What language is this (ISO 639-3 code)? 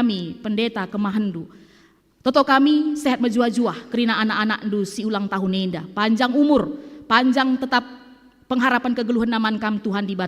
btx